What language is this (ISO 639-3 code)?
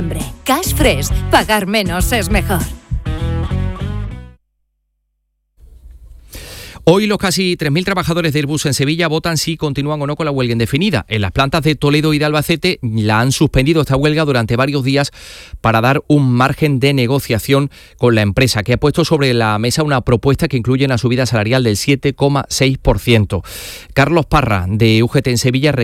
spa